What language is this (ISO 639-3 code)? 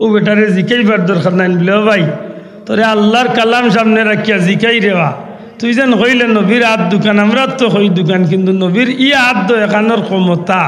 syl